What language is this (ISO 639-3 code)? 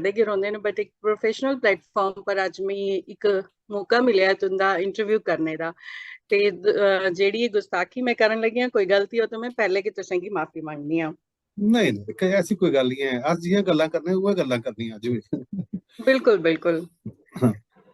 doi